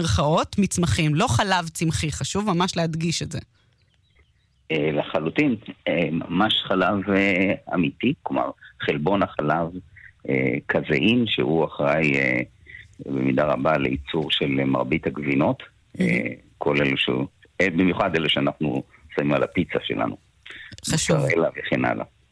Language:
Hebrew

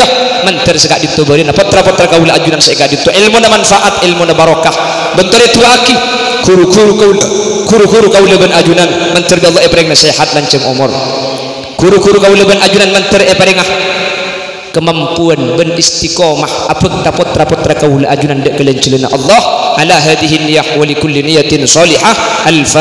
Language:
Madurese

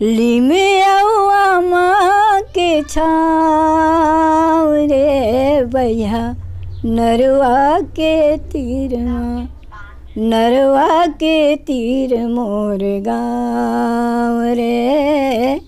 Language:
Chhattisgarhi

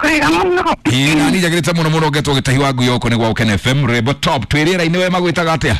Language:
Kikuyu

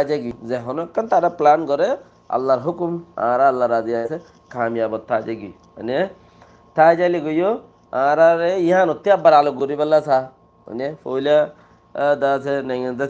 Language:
Rohingya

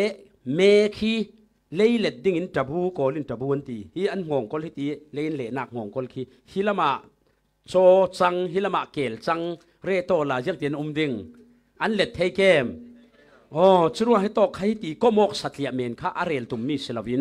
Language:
Falam Chin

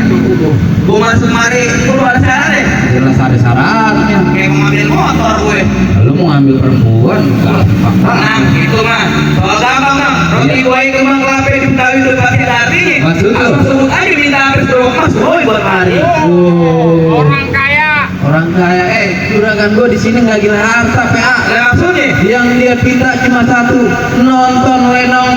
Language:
Betawi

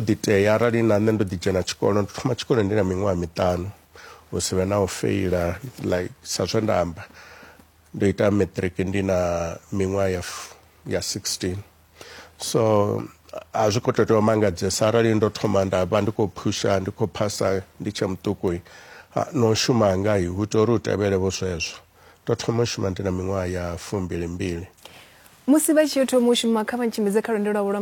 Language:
Venda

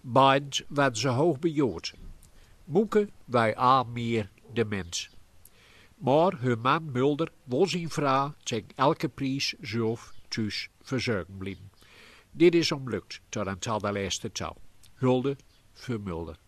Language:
Gronings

